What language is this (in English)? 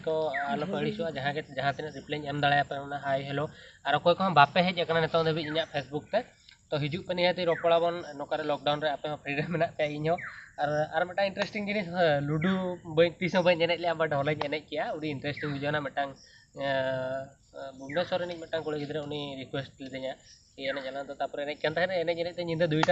Santali